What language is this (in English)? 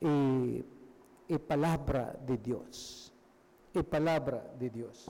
Papiamento